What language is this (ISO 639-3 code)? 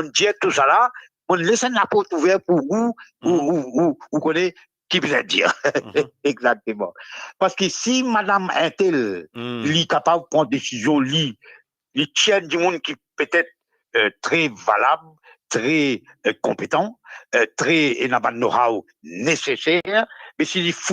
mfe